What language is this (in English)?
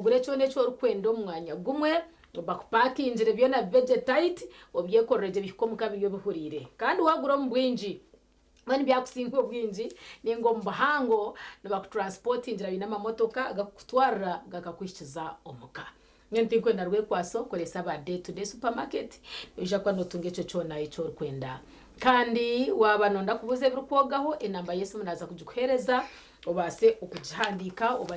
Nyankole